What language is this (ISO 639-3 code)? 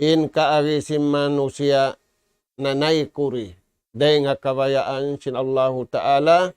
tsg